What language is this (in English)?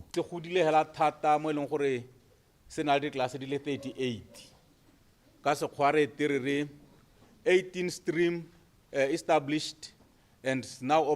Tswana